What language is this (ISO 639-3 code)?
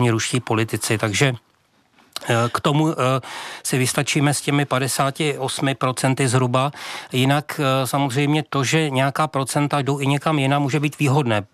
ces